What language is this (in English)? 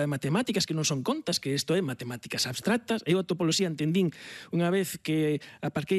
Galician